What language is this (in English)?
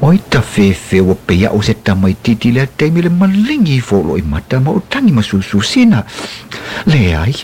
Samoan